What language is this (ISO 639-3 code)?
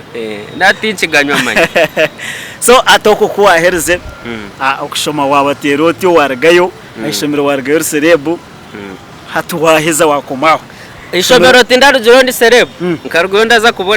nyn